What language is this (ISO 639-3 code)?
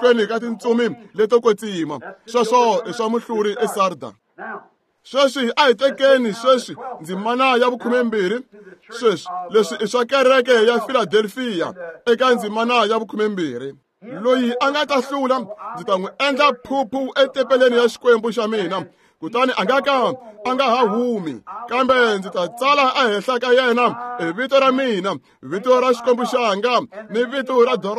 tso